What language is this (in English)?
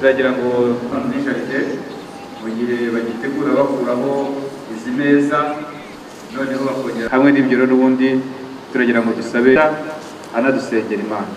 Kinyarwanda